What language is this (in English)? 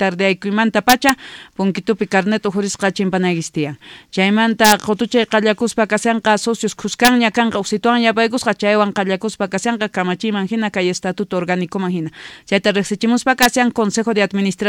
South Bolivian Quechua